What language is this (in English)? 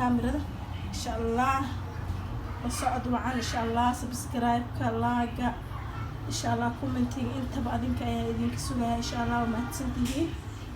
Somali